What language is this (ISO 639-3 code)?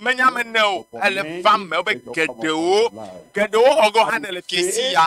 ewe